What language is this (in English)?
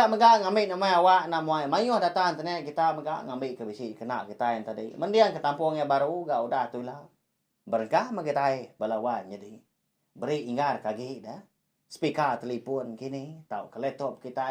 Iban